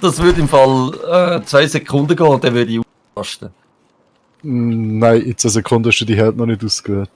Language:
Swiss German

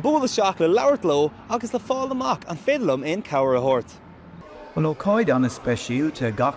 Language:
Irish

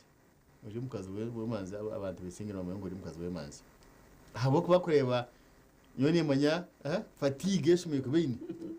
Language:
Nyankole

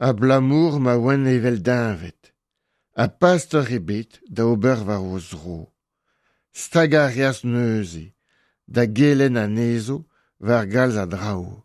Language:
Breton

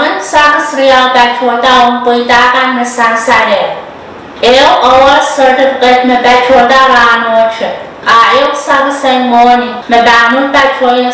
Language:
Pohnpeian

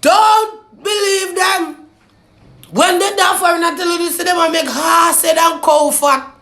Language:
Jamaican Creole English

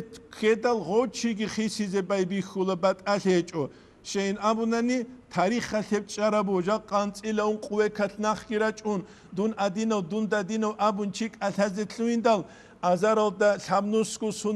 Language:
Avaric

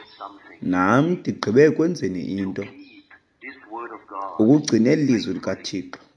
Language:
Xhosa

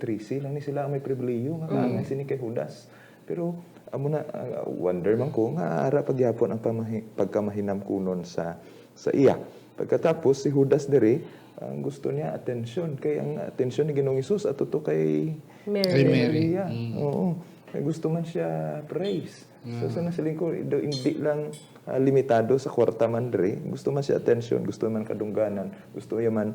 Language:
Hiligaynon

